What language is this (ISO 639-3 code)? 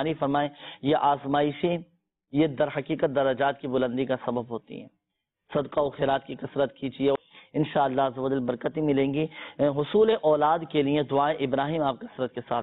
urd